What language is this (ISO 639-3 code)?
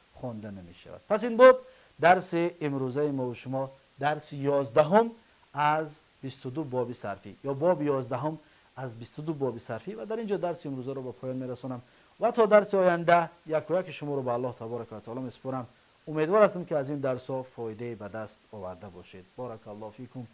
tgk